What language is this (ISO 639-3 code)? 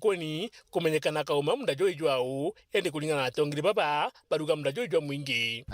mer